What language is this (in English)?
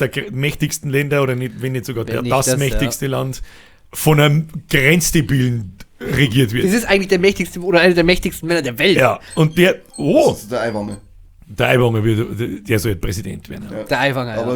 Bavarian